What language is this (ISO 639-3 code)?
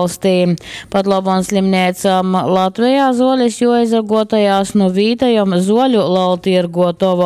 ltg